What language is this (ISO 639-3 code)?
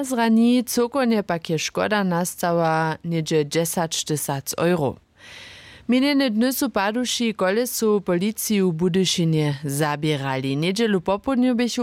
hsb